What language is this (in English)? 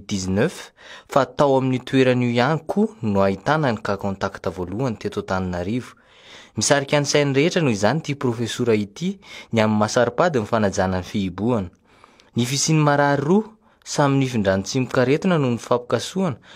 Malagasy